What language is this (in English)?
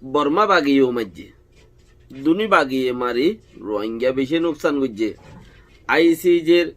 Rohingya